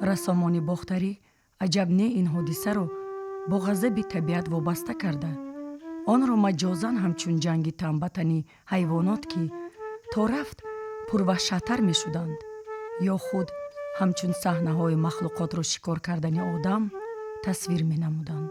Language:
Tajik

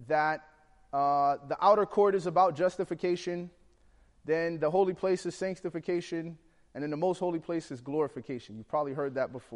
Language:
English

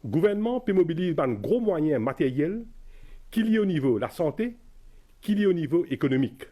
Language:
Morisyen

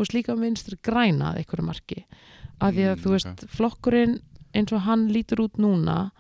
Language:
Icelandic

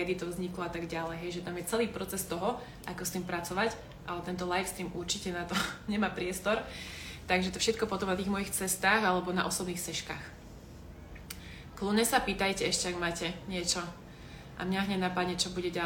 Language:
Slovak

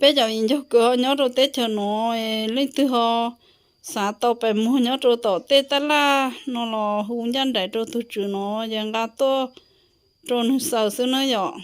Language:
Hmong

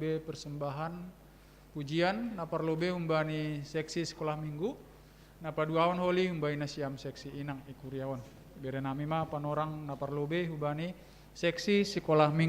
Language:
Batak Simalungun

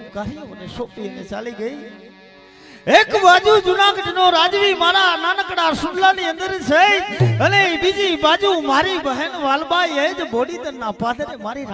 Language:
Gujarati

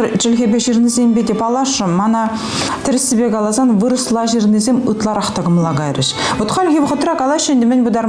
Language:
Chuvash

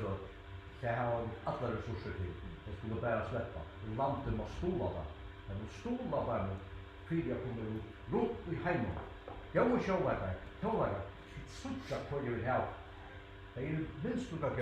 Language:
Faroese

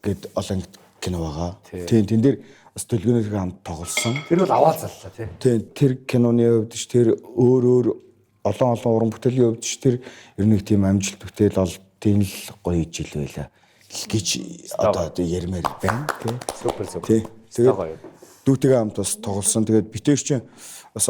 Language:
Mongolian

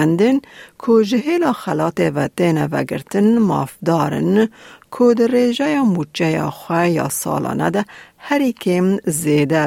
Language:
Kurdish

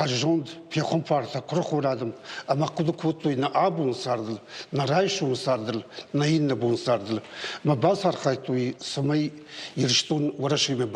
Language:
Ossetic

